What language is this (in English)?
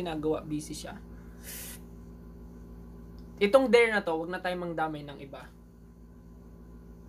Filipino